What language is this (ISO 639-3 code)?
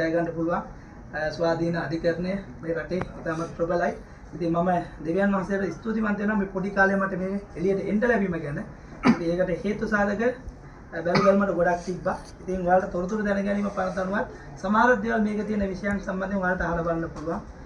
sin